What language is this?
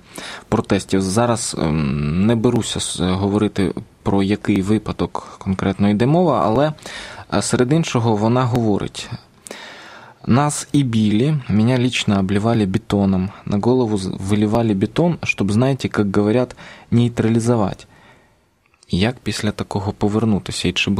Ukrainian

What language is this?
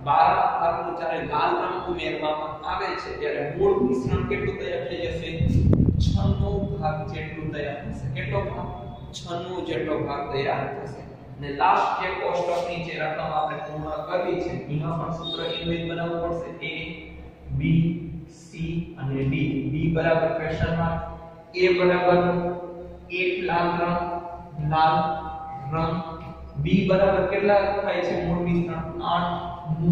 Gujarati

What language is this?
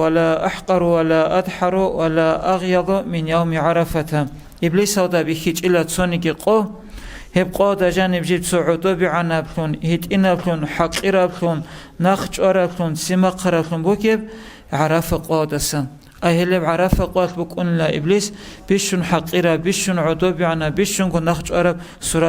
Avaric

